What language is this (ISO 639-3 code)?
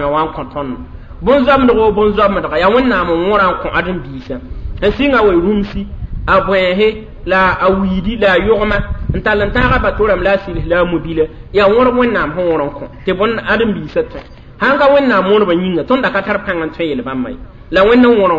mos